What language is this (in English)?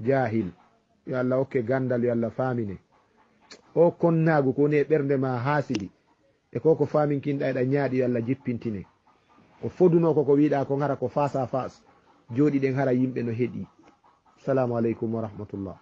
Fula